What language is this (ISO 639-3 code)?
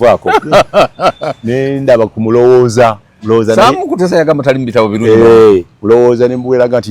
lug